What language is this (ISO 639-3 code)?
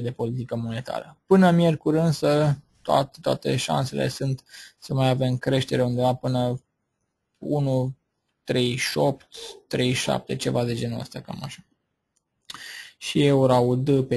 ron